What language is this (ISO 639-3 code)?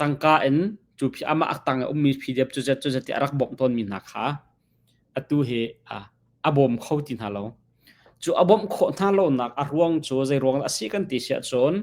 cnh